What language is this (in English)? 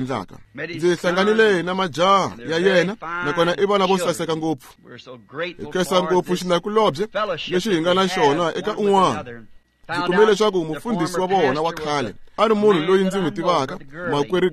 Tsonga